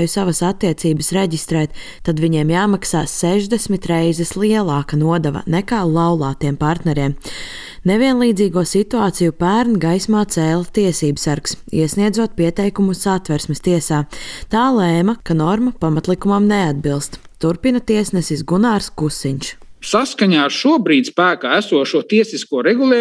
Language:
Latvian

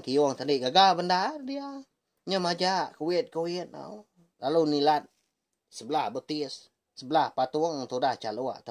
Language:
Iban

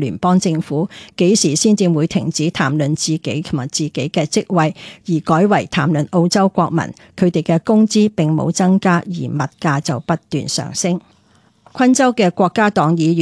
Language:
Cantonese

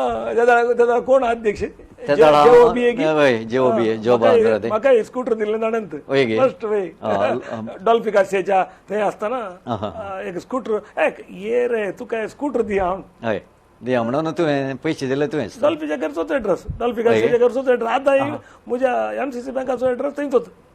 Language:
Konkani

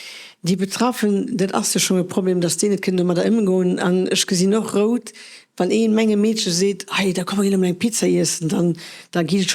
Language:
Luxembourgish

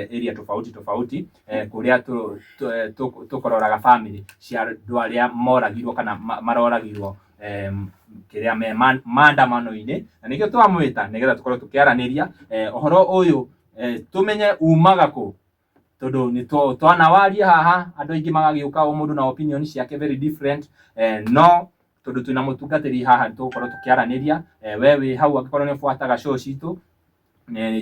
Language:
Kikuyu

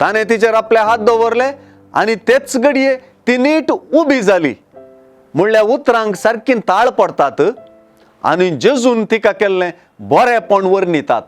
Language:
Konkani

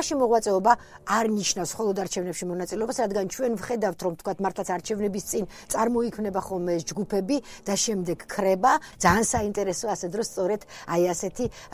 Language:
Georgian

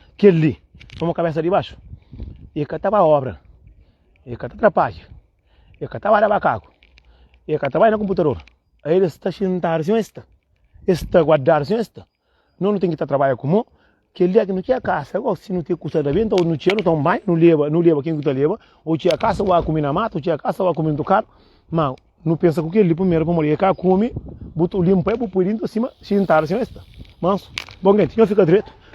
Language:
Kabuverdianu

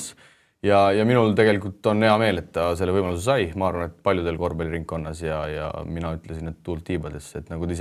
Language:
Estonian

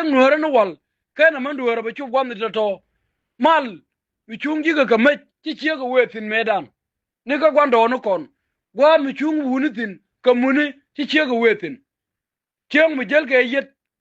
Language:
Nuer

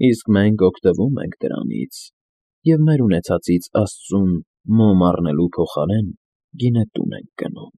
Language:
Armenian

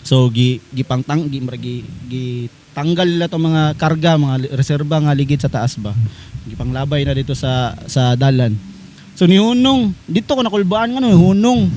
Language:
Cebuano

